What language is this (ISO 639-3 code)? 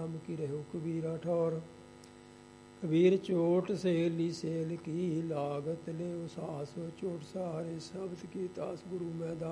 pan